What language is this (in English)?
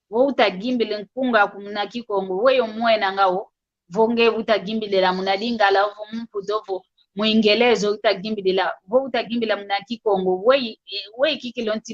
San Salvador Kongo